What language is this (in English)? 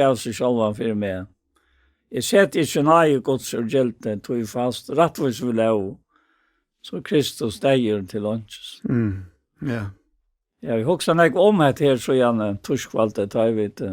Faroese